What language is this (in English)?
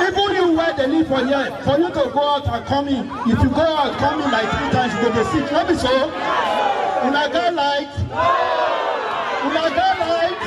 Nigerian Pidgin